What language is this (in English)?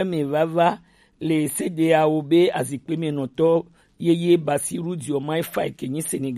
Gen